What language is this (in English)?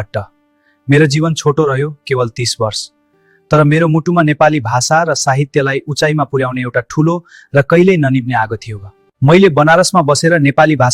Nepali